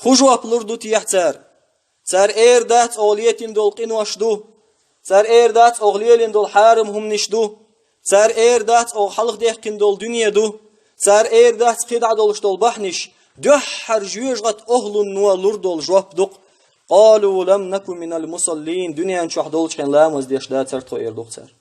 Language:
Chechen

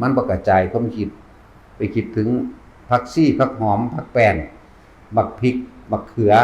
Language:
Northeastern Thai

